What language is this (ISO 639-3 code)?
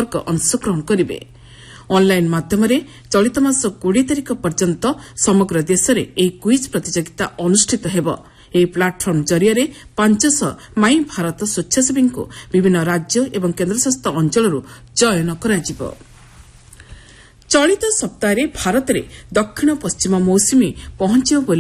ori